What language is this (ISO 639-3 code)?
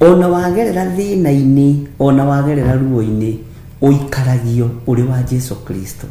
kik